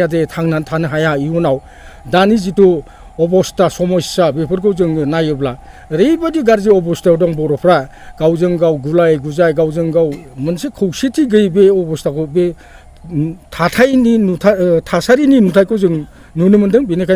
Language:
Bodo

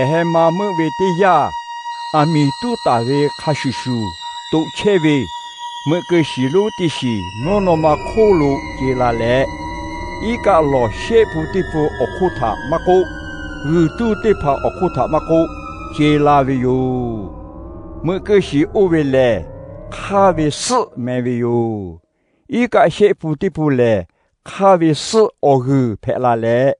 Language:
Lahu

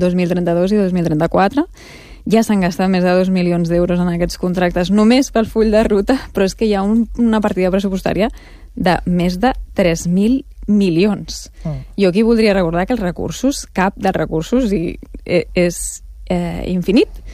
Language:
Catalan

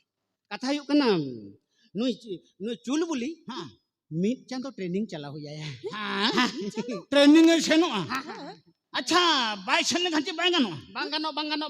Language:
Santali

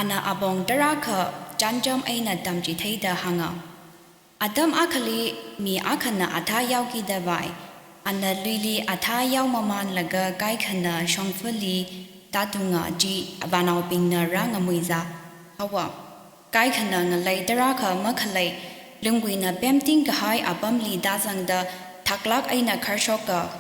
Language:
Tangkhul Naga (India)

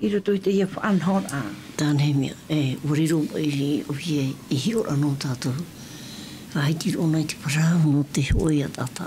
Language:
Tahitian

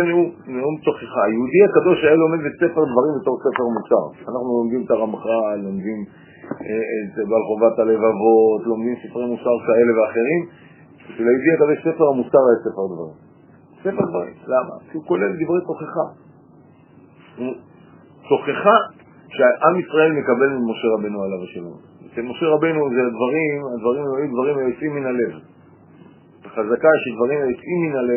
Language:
Hebrew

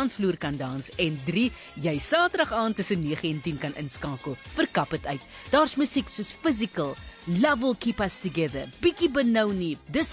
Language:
Afrikaans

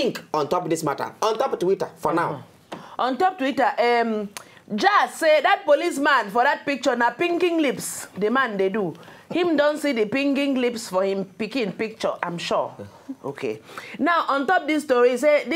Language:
Nigerian Pidgin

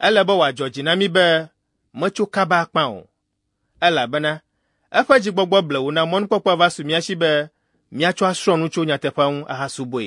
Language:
Ewe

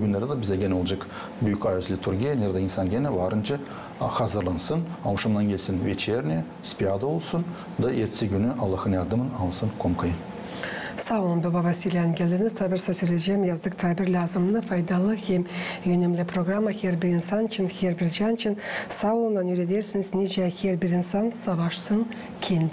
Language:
Gagauz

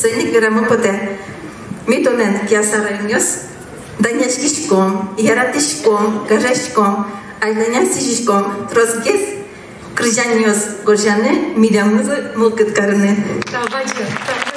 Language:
Udmurt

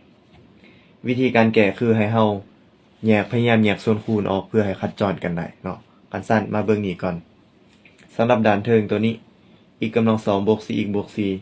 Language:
Lao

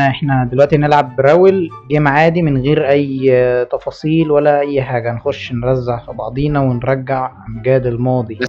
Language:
Egyptian Arabic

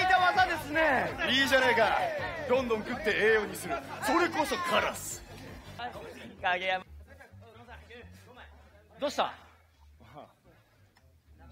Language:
Japanese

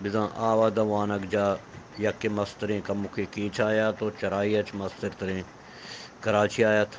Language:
Eastern Balochi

